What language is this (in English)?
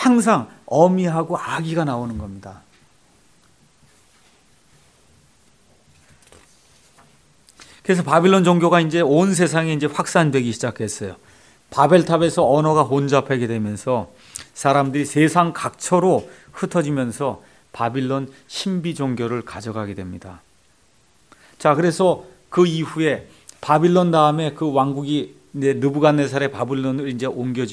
Korean